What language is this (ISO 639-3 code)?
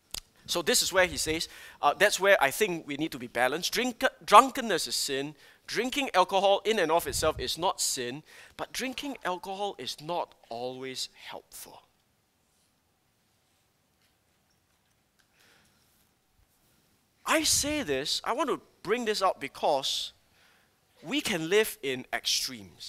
eng